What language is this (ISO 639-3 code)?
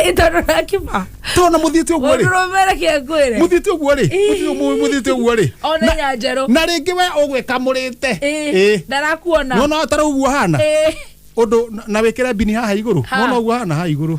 kik